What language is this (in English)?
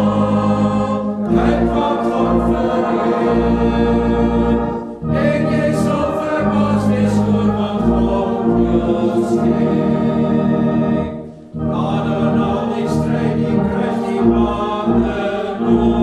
Afrikaans